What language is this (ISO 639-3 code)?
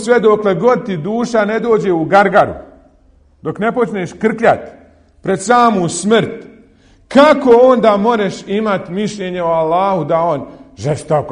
bos